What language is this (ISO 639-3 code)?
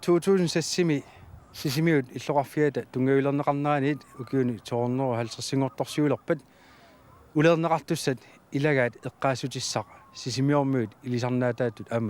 kal